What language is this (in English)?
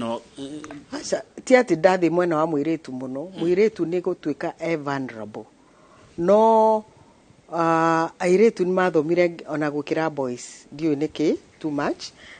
Kikuyu